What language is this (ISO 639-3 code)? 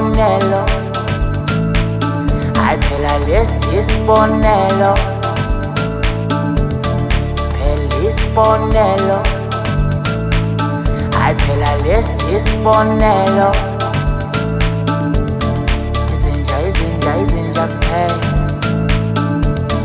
zul